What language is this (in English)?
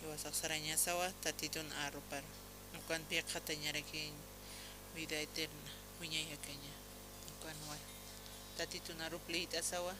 Aymara